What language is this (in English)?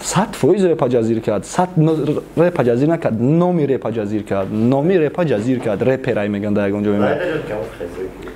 Tajik